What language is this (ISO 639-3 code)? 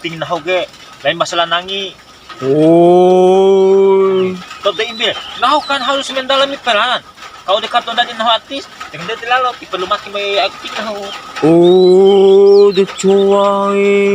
bhp